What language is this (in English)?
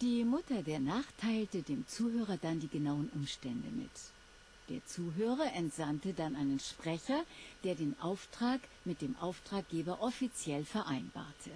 Swiss German